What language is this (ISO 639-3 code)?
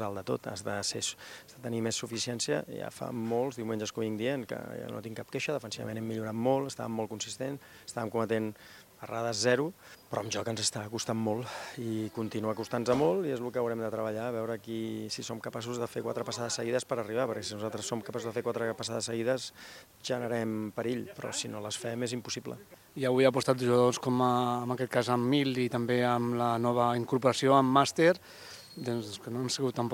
cat